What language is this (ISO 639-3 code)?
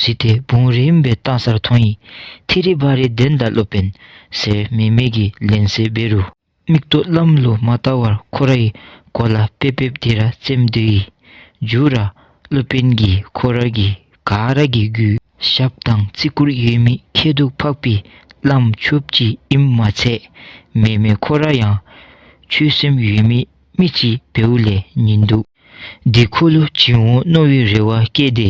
dzo